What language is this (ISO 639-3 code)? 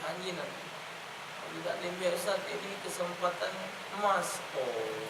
mui